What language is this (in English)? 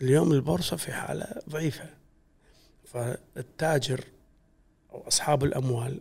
Gulf Arabic